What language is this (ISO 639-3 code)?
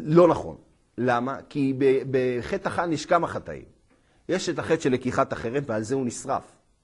heb